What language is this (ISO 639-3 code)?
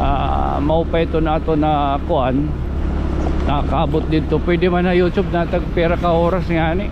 war